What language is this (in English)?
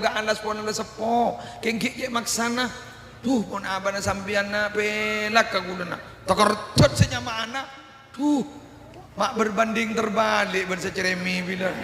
Madurese